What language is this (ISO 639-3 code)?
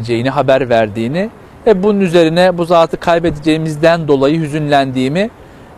tur